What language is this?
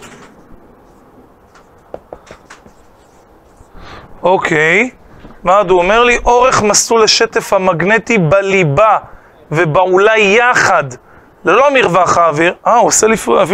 Hebrew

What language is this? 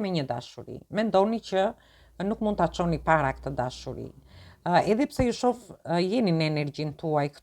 Albanian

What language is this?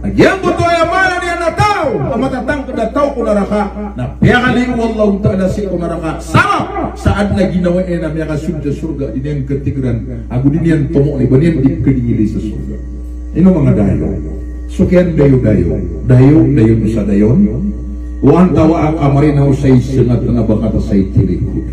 Maranao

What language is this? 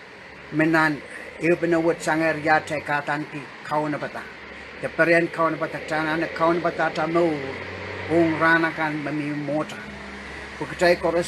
Pohnpeian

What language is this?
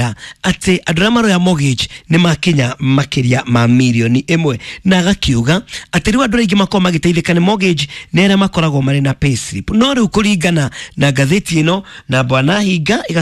Kikuyu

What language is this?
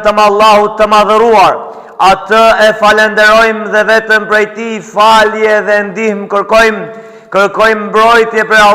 Albanian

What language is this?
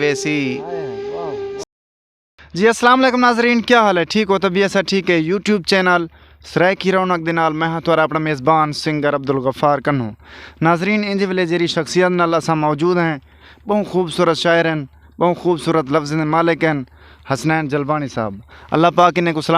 Saraiki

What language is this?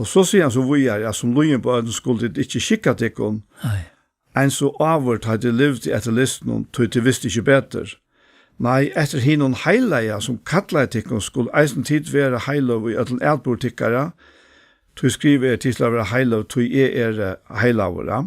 Faroese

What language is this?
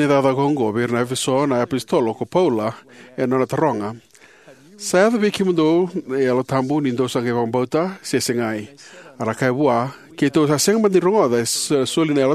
Fijian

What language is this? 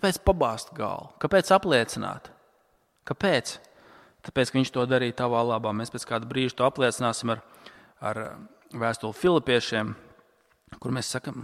Latvian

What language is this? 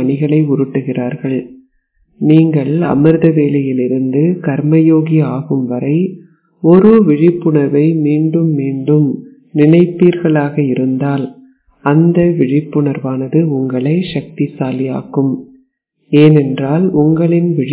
Tamil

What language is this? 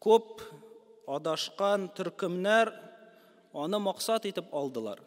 Tatar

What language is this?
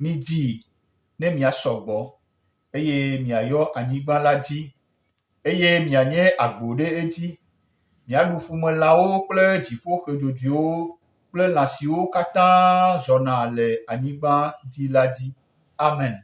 Gen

